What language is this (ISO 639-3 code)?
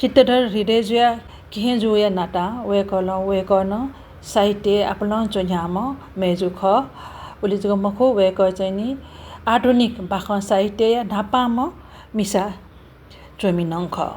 new